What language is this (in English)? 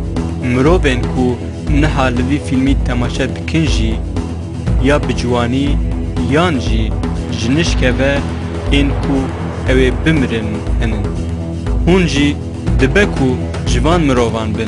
Kurdish